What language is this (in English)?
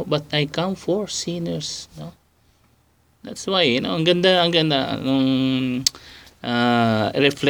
Filipino